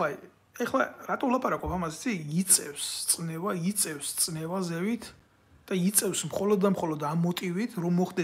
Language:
Georgian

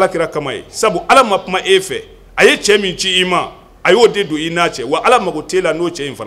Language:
Bambara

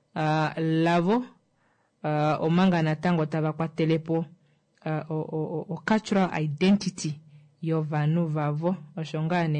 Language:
Kuanyama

